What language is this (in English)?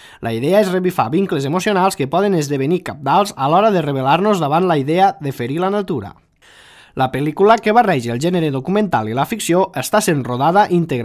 Catalan